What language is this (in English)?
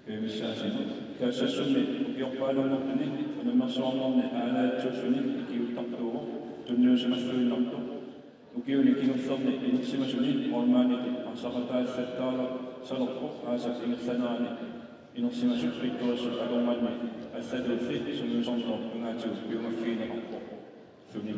Kalaallisut